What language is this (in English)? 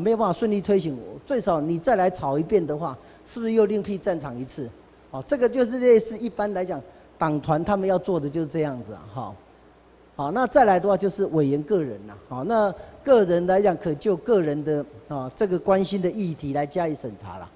Chinese